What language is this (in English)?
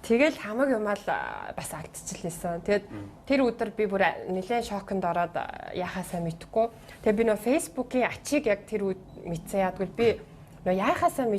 Mongolian